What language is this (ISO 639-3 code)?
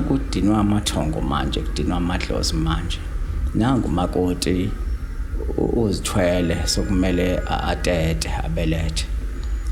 zul